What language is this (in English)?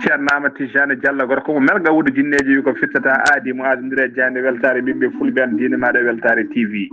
Fula